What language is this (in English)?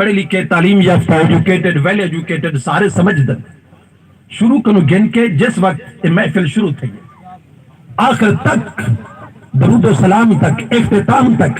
Saraiki